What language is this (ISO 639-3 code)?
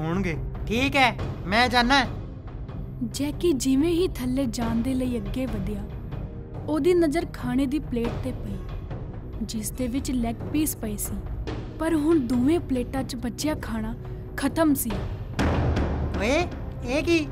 pan